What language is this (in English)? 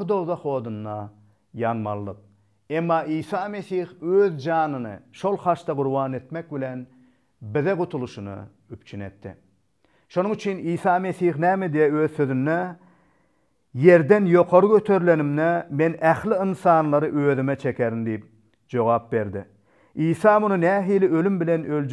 Turkmen